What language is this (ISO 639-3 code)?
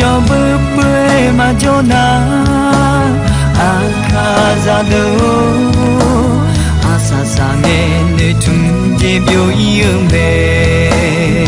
ahk